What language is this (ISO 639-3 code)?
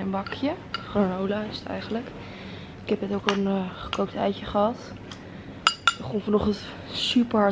nld